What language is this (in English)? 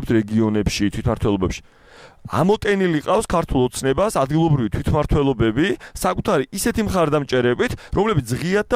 Georgian